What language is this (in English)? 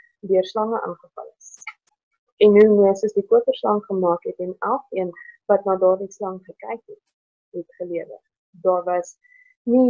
Afrikaans